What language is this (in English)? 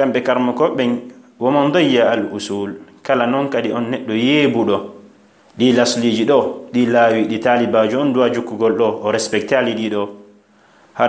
Fula